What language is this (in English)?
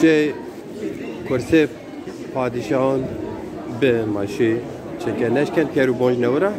Zaza